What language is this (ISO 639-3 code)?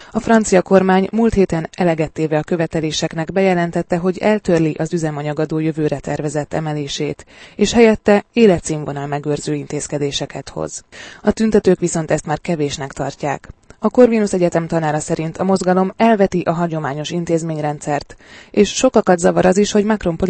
hun